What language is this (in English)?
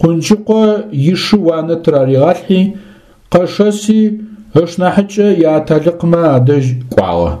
Adyghe